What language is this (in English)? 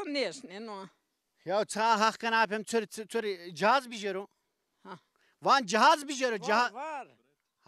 Zaza